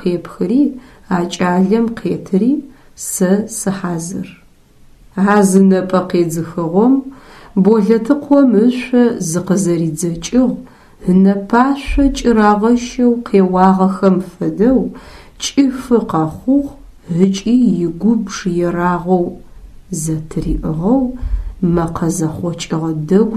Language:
Adyghe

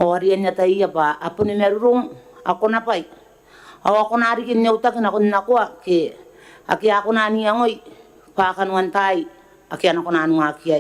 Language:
Gilbertese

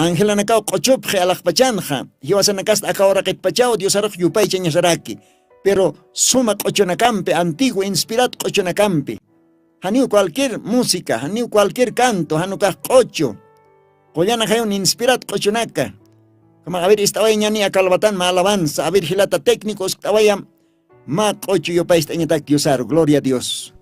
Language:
Aymara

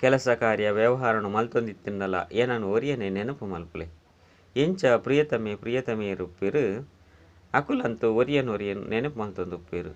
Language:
Tulu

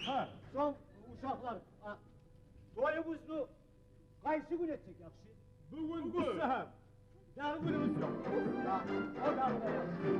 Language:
Kumyk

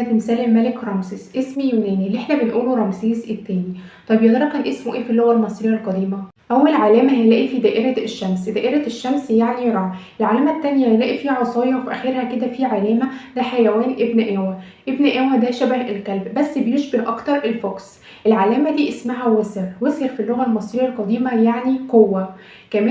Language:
Egyptian Arabic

